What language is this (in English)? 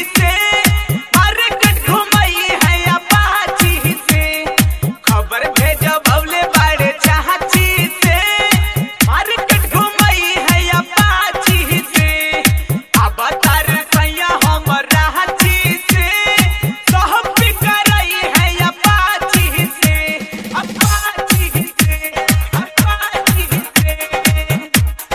Bhojpuri